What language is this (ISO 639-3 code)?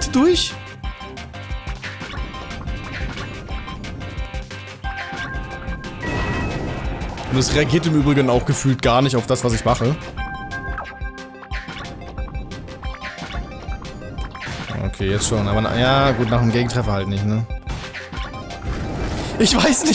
deu